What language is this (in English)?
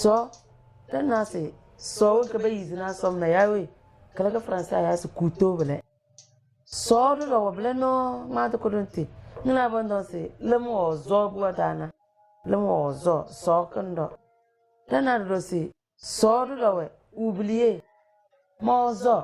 Tem